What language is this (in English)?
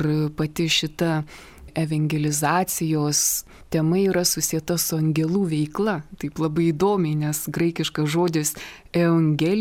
Lithuanian